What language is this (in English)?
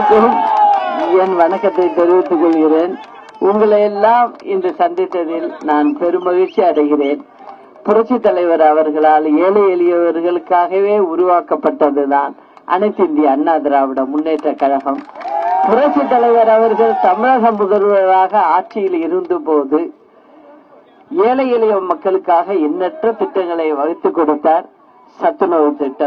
Tamil